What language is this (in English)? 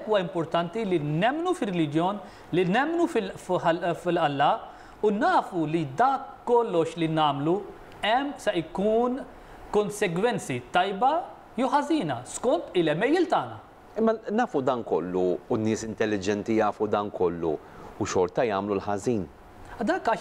Maltese